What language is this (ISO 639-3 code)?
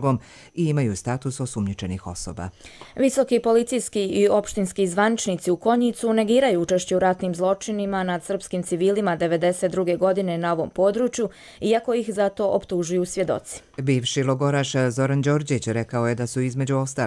srp